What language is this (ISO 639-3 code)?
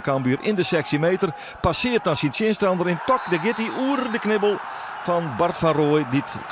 fry